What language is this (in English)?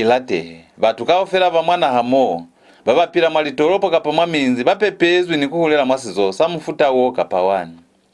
Lozi